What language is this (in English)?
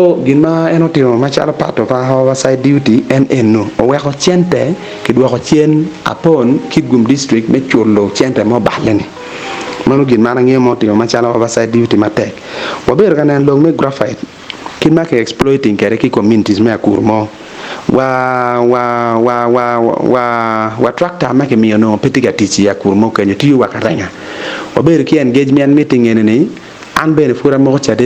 Acoli